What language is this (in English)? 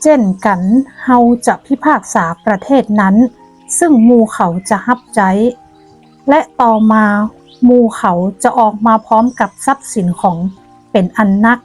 Northern Thai